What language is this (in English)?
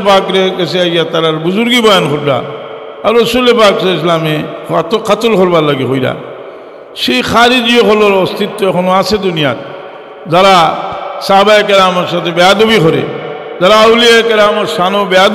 Sylheti